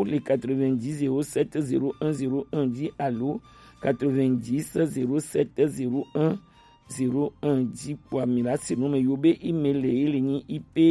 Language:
Gen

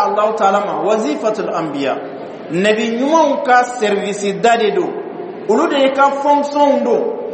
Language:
Bambara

